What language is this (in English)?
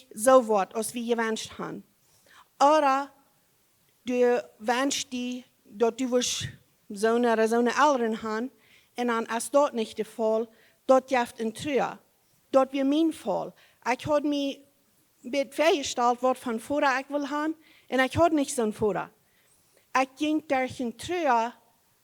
Plautdietsch